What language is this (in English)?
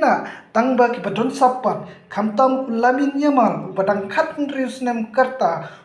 Khasi